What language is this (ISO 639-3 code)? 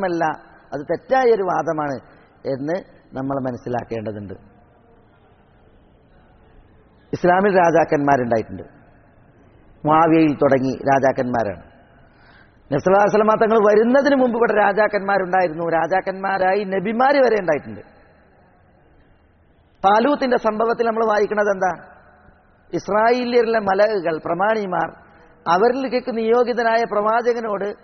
mal